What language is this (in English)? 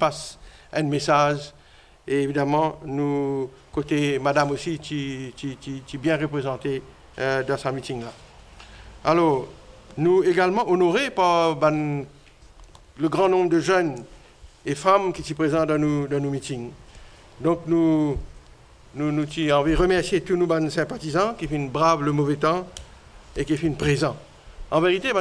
Morisyen